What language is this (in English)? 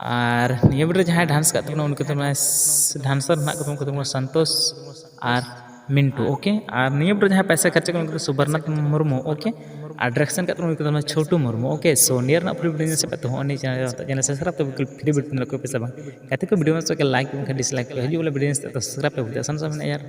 Santali